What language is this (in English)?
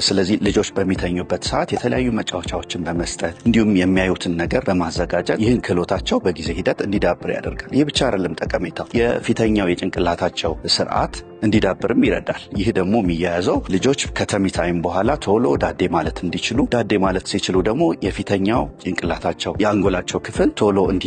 Amharic